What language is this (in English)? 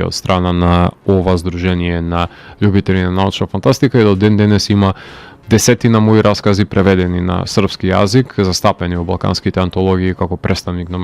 Macedonian